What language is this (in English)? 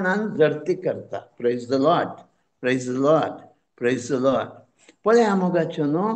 Konkani